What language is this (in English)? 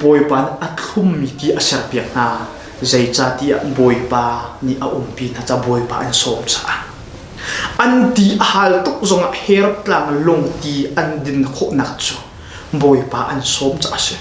Hakha Chin